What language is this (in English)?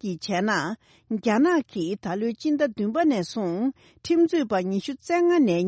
Tibetan